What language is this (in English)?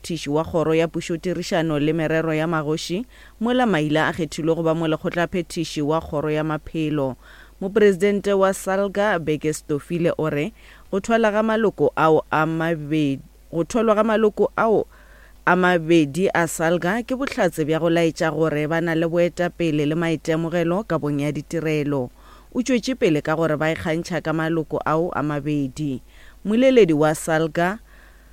Northern Sotho